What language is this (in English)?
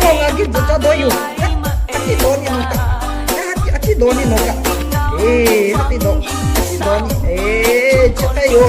Lahu